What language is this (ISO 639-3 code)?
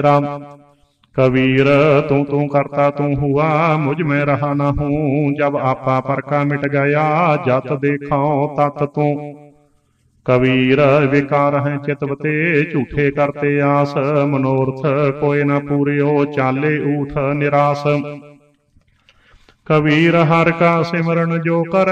pan